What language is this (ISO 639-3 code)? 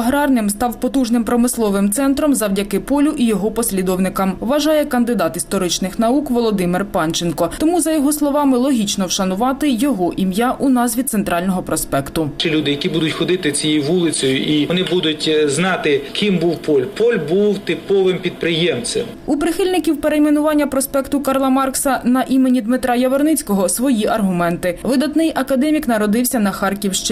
ukr